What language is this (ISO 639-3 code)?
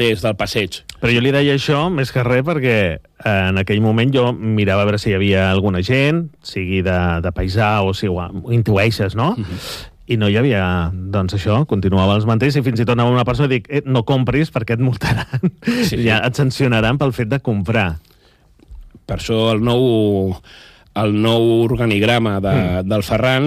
cat